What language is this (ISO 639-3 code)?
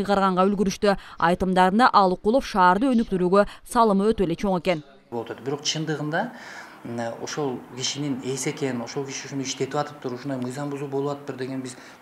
kir